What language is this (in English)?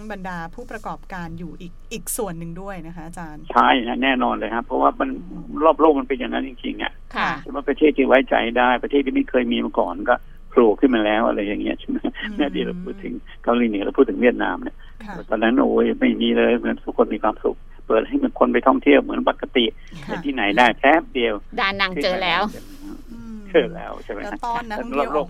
Thai